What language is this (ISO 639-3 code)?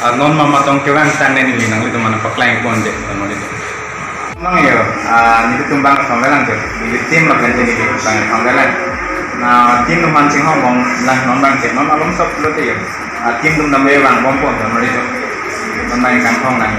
mjw